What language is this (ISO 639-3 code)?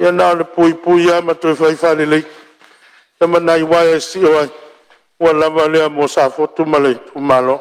smo